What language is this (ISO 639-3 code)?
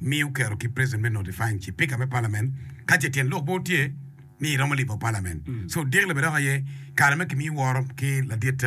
ach